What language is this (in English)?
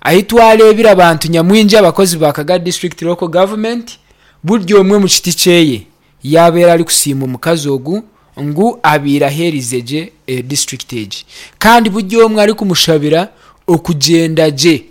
Nyankole